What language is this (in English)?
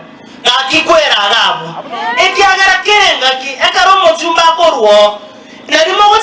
Gusii